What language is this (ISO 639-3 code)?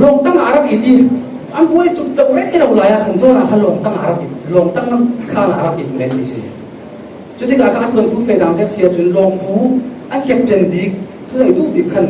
cfm